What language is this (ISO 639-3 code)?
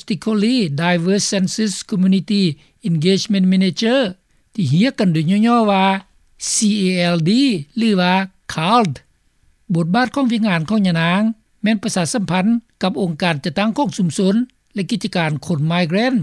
lao